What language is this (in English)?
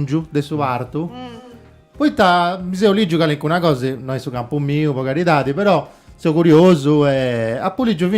Sardinian